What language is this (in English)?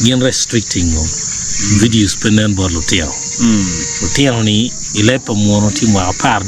Acoli